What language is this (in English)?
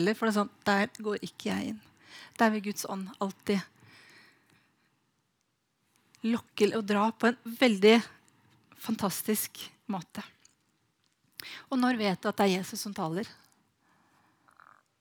Norwegian